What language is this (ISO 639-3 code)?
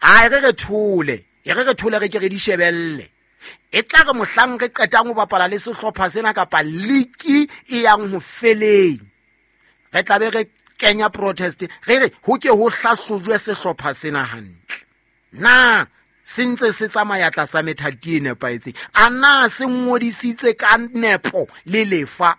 sot